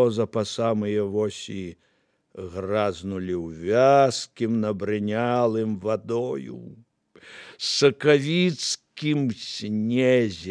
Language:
Belarusian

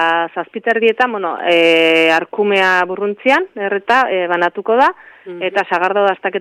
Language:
Basque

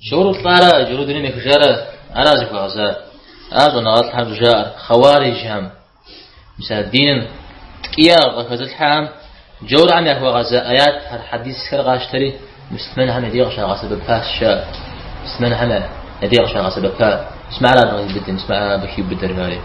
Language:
Kabardian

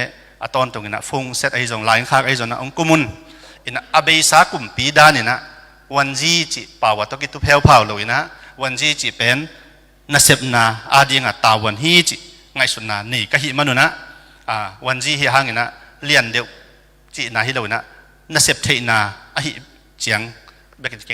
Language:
Tedim Chin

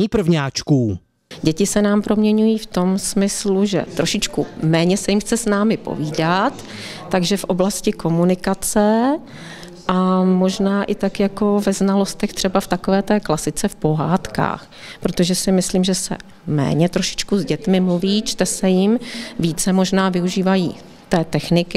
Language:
Czech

